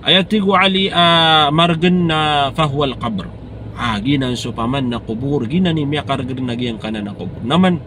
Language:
Maranao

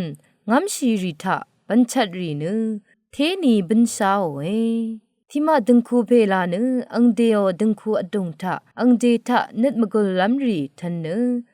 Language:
Rawang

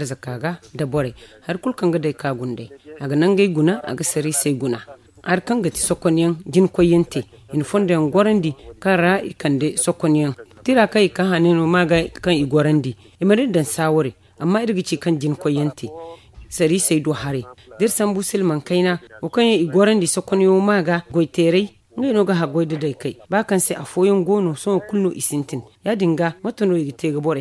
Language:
Zarma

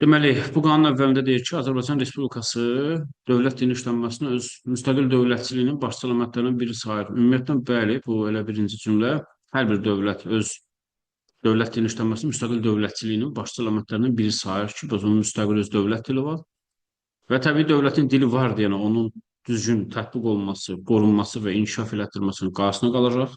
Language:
Azerbaijani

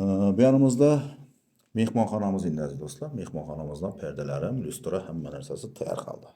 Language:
Uzbek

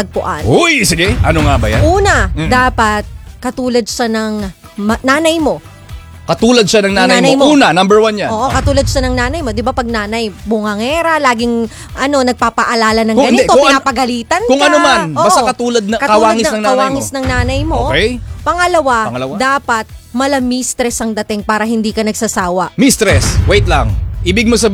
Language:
Filipino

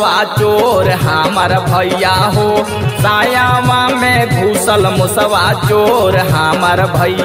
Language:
Bhojpuri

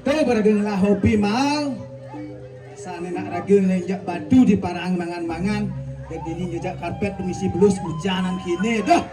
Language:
Balinese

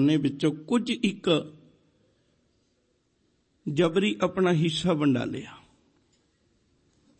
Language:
Punjabi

